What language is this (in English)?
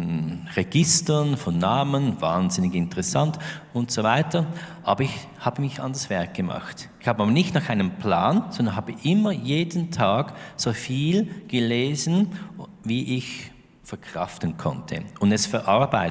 Swiss German